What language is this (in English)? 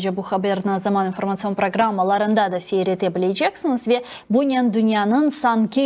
Crimean Tatar